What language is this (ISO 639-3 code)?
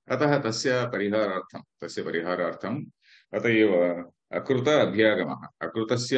san